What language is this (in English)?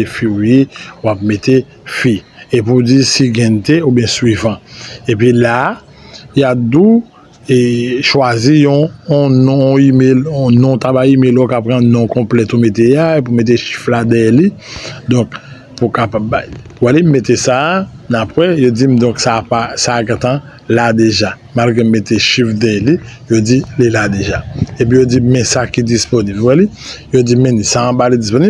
Haitian Creole